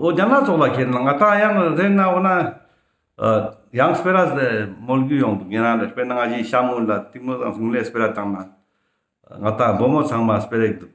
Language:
Ladakhi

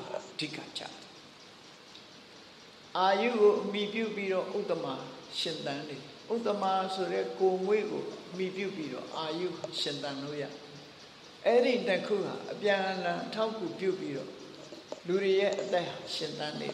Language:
Burmese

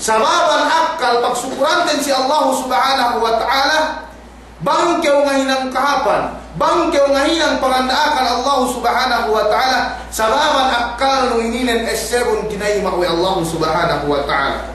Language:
Yakan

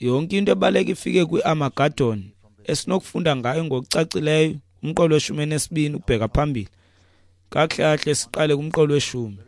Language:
Xhosa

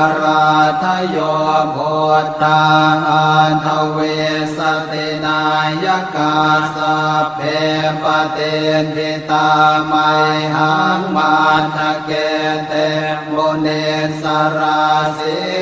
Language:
Pali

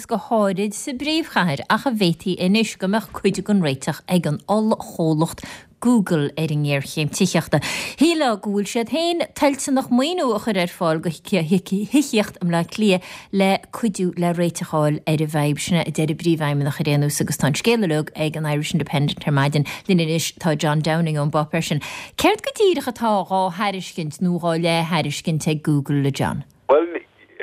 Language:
Irish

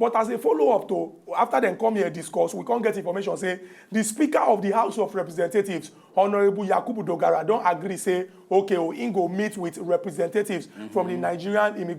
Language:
Nigerian Pidgin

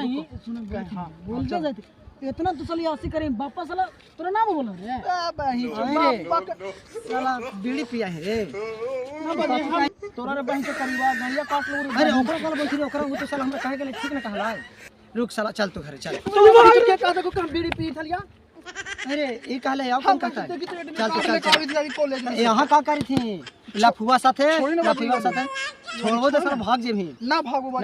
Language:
Magahi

